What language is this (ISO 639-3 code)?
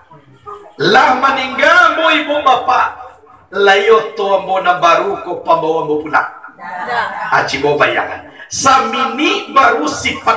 min